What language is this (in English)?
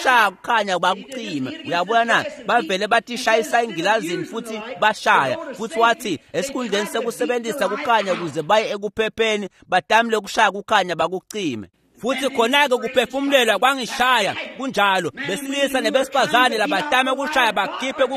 Swati